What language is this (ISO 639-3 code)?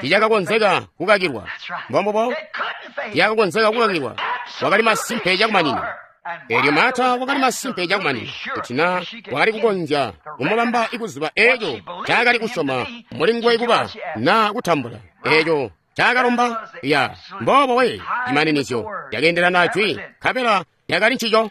toi